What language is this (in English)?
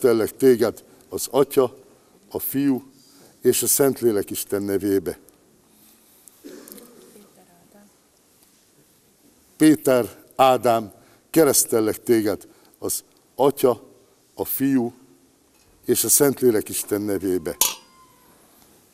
Hungarian